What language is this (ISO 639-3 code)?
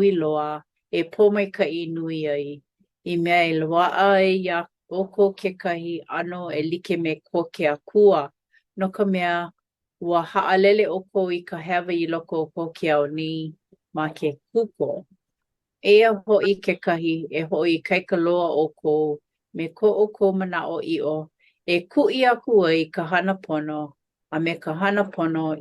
haw